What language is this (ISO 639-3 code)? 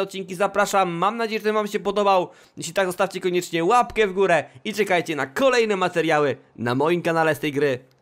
pol